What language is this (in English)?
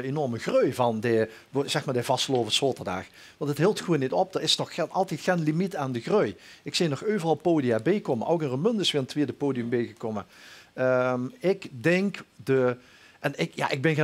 Limburgish